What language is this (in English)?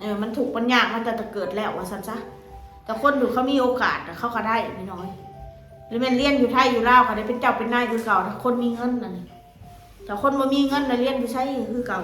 Northeastern Thai